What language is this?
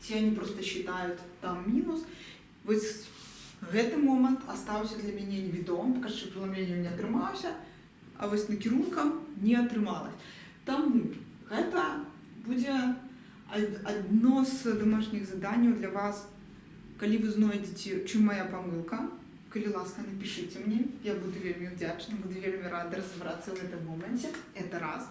Belarusian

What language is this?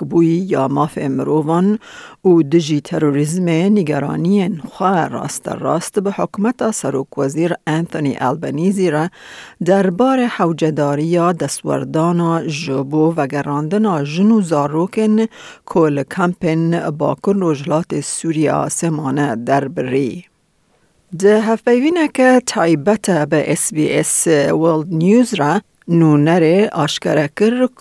Kurdish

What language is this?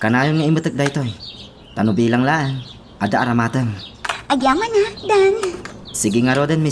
Iloko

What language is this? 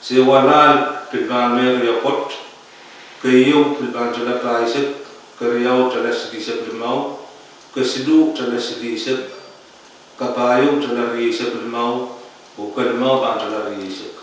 Pohnpeian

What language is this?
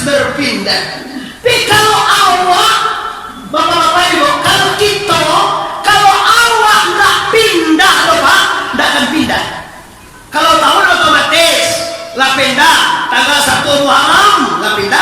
Minangkabau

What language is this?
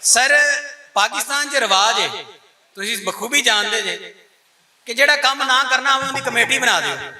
Western Panjabi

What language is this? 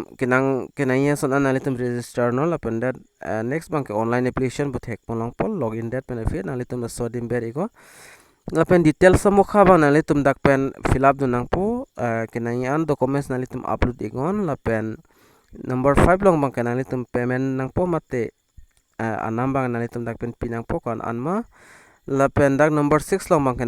Karbi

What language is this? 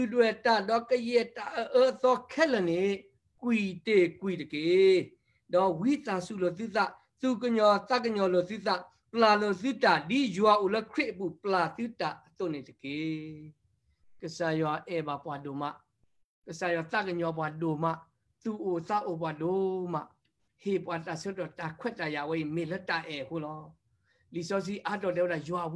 S'gaw Karen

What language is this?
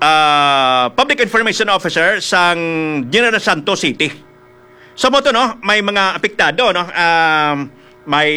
Hiligaynon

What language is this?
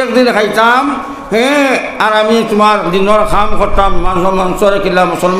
Sylheti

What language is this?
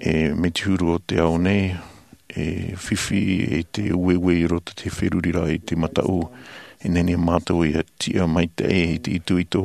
Tahitian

